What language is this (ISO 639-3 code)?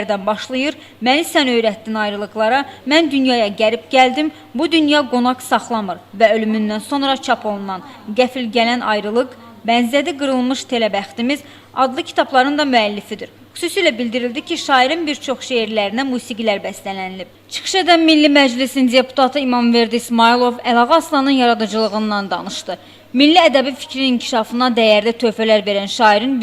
aze